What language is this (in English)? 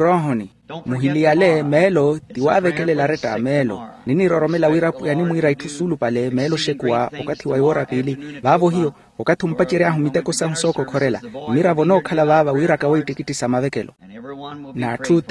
Makhuwa